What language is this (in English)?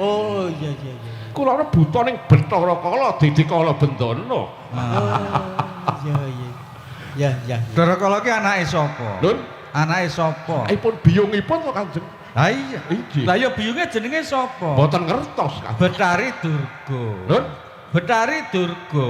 Javanese